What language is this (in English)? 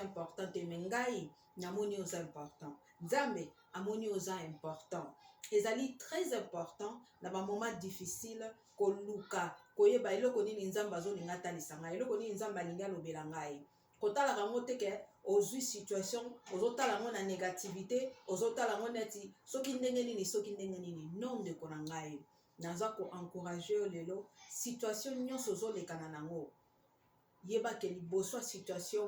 Lingala